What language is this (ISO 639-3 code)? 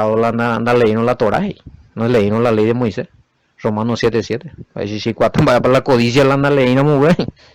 grn